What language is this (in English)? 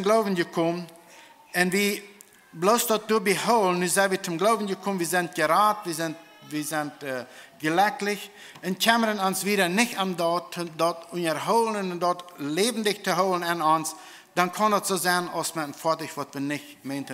Plautdietsch